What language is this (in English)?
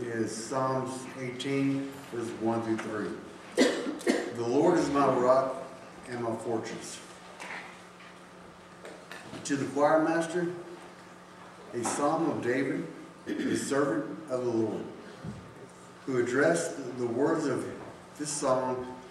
English